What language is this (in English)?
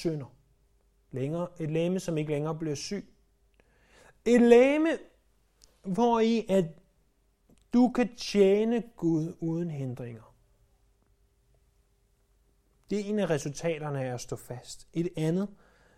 Danish